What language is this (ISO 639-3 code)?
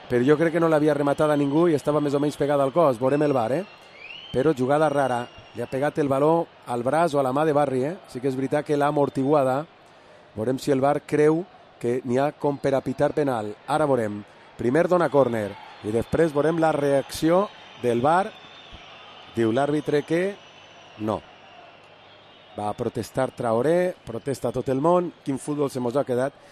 cat